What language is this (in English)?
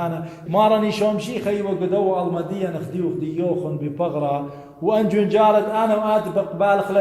Assyrian Neo-Aramaic